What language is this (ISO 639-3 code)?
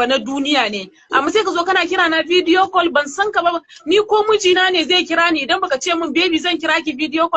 hau